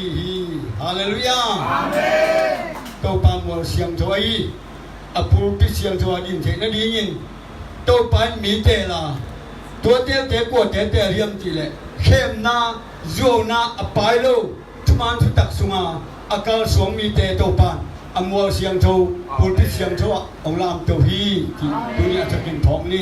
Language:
Tedim Chin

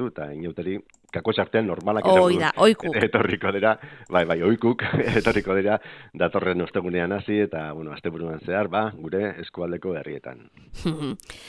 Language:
Basque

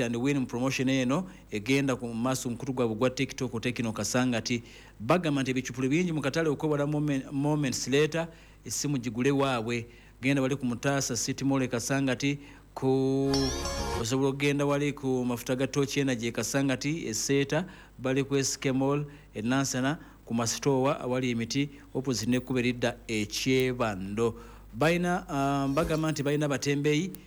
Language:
Ganda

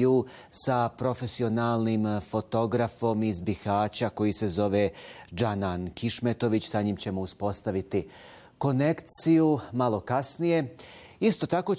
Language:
Bosnian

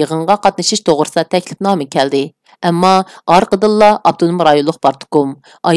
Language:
Uyghur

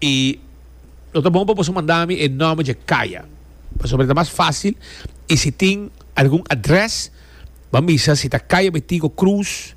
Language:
Papiamento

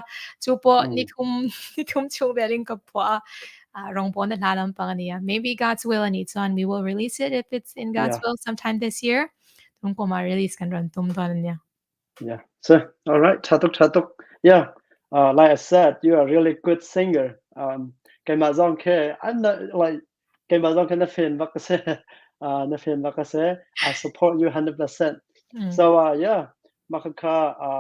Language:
Hakha Chin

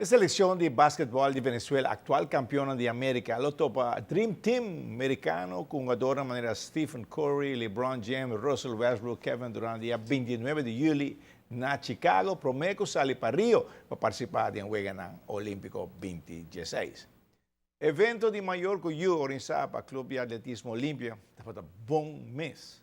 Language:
Papiamento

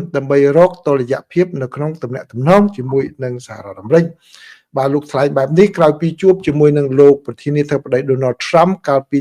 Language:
Khmer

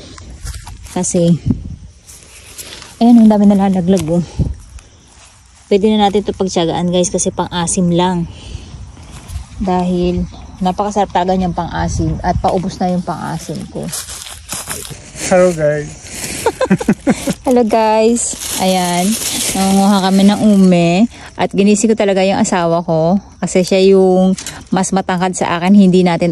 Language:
Filipino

